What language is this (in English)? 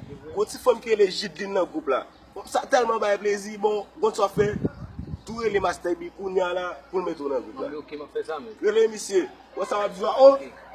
Haitian Creole